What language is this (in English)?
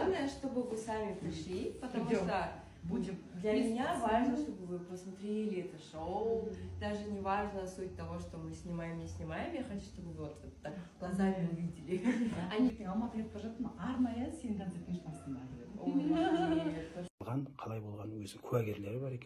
Kazakh